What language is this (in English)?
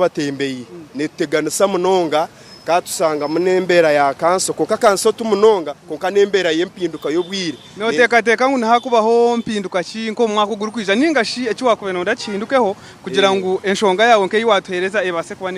Nyankole